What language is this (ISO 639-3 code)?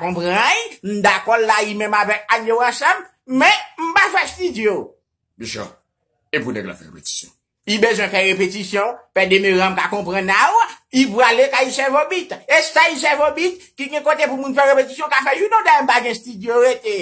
hat